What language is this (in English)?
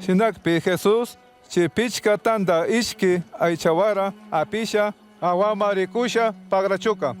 Chimborazo Highland Quichua